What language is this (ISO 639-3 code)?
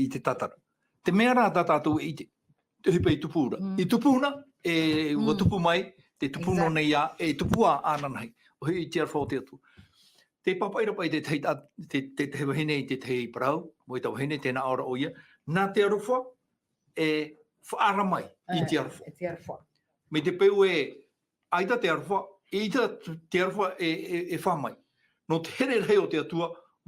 tah